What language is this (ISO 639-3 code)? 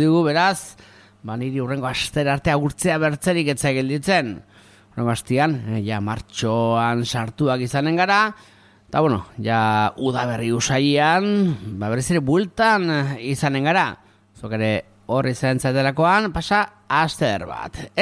eus